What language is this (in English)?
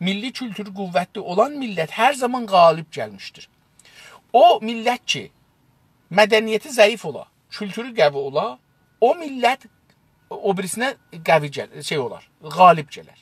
South Azerbaijani